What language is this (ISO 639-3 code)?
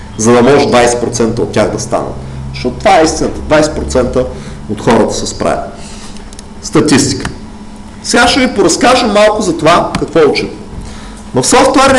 bul